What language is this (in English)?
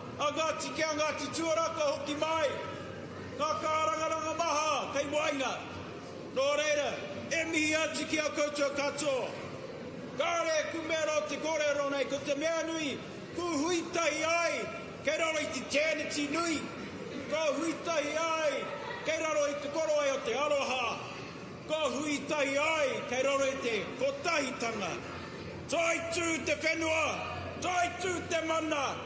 Māori